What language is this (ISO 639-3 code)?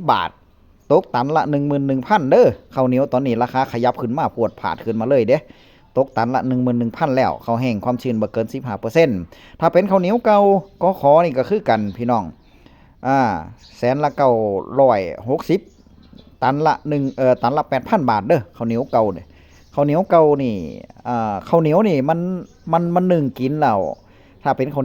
tts